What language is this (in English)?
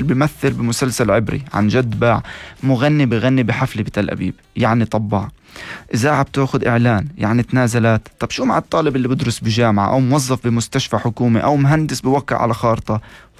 North Levantine Arabic